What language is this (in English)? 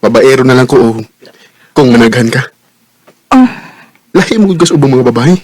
Cebuano